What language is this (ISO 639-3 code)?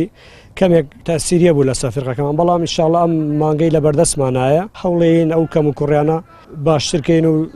ckb